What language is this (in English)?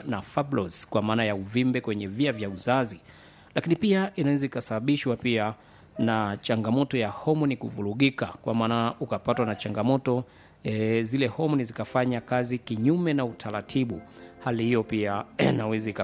Swahili